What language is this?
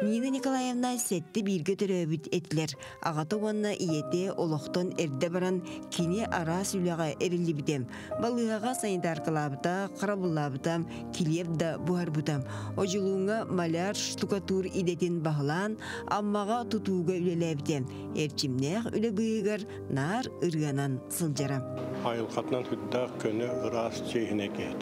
Yakut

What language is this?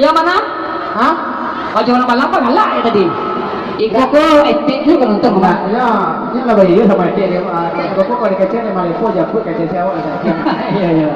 Minangkabau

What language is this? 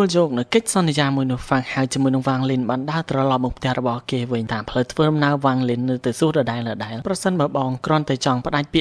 Khmer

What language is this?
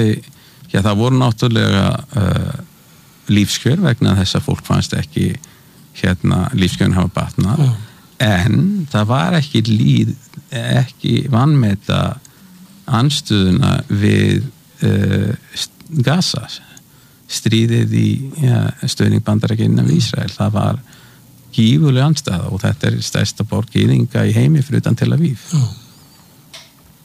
Icelandic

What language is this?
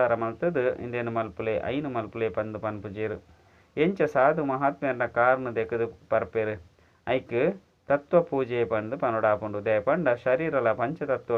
Tulu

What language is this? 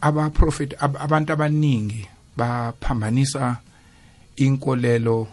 South Ndebele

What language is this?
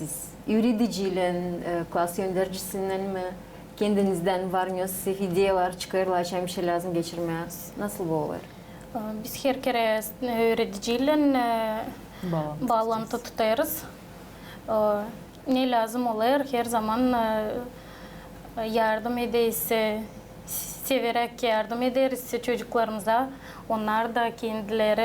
Gagauz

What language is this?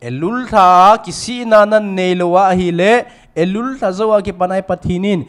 Thado Chin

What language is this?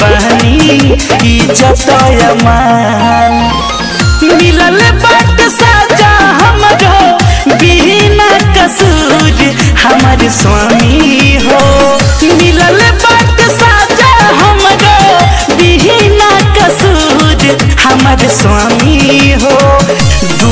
Bhojpuri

